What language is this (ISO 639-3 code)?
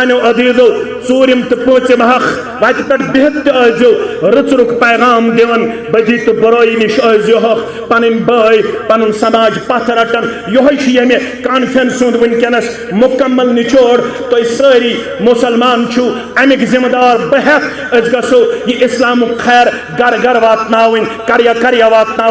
kas